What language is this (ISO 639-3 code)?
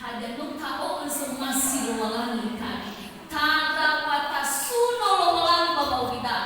nia